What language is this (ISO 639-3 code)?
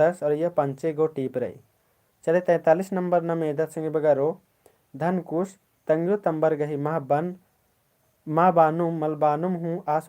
kru